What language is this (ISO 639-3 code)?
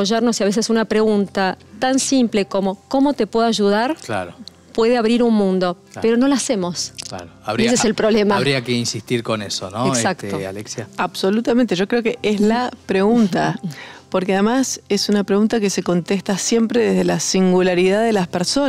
spa